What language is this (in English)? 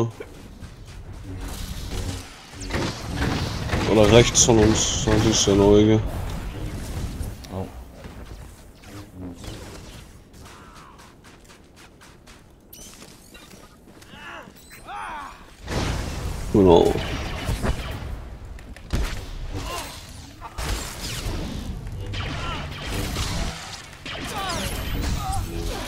German